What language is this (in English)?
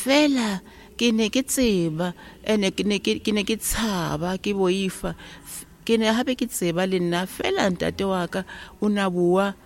Tswana